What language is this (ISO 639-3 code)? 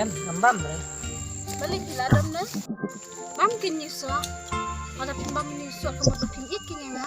kha